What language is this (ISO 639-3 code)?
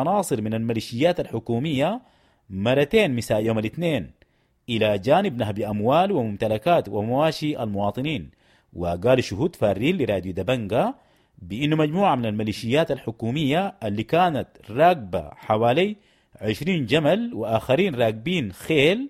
apd